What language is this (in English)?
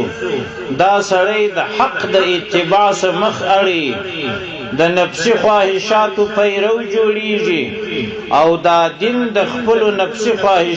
Pashto